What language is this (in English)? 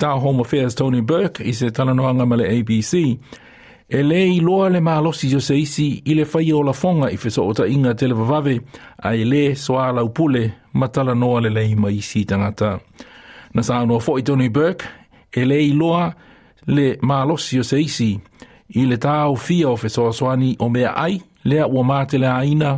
Samoan